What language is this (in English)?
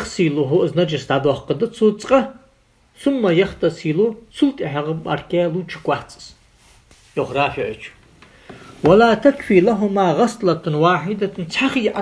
Ingush